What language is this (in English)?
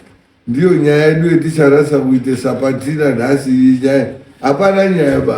Shona